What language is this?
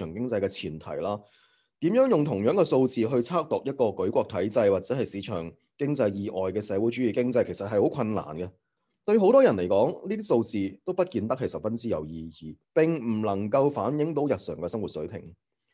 Cantonese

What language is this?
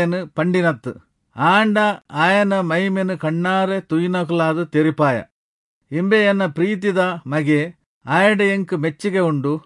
Tulu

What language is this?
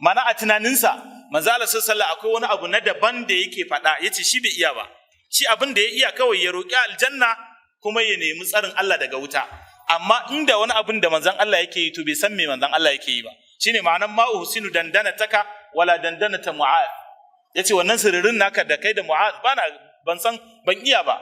Hausa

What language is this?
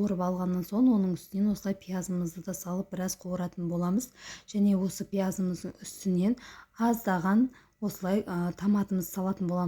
Kazakh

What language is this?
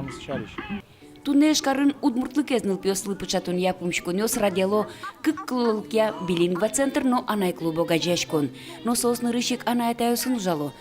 Udmurt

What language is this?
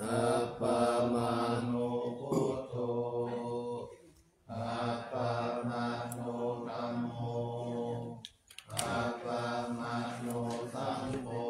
Pali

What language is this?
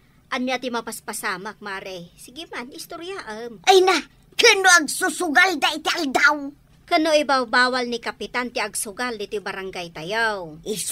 Iloko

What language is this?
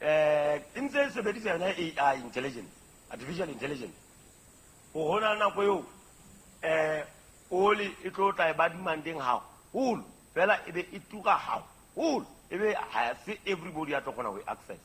Southern Sotho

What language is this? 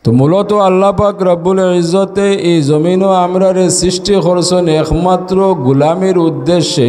Sylheti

